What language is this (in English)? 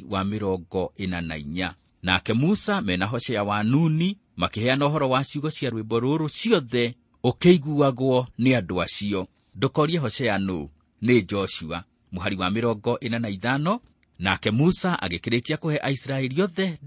Kikuyu